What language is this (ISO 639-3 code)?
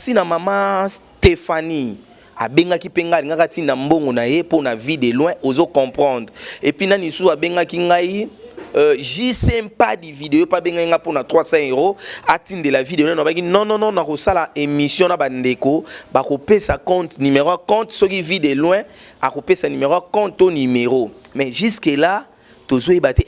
lin